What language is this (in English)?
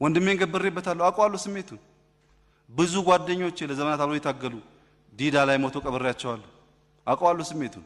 Amharic